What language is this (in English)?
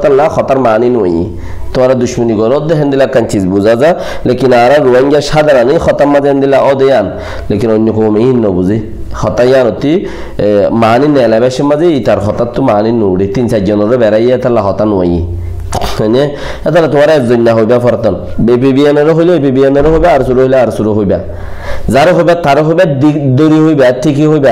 Rohingya